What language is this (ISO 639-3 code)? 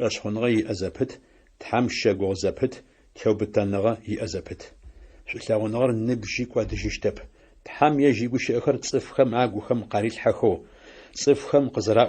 ady